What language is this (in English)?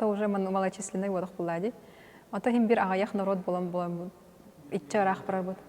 Yakut